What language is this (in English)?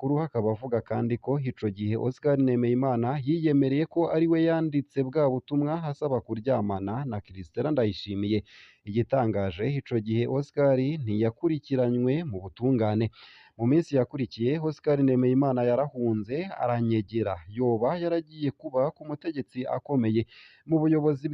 Rundi